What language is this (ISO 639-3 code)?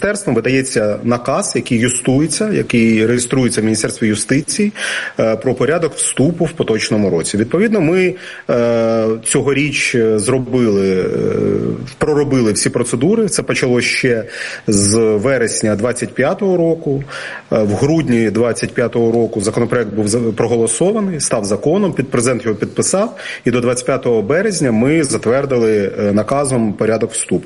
ukr